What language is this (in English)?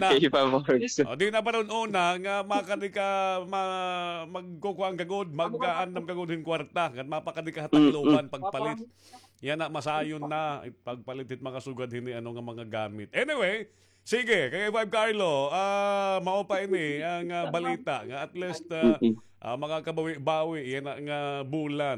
Waray